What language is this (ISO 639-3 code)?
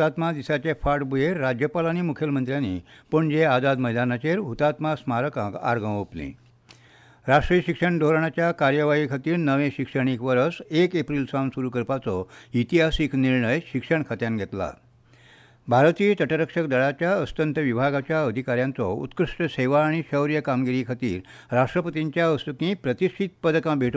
kok